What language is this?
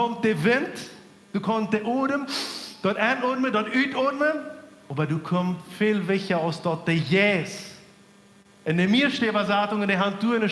Plautdietsch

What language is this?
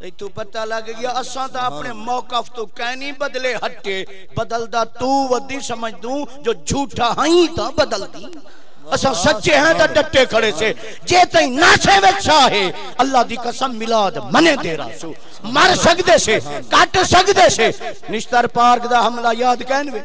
Saraiki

